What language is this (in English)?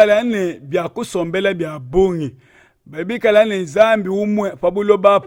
Luba-Lulua